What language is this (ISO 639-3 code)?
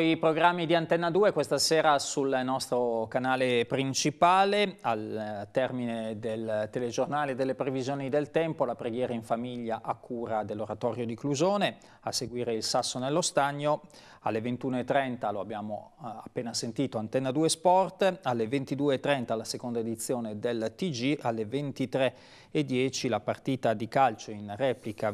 ita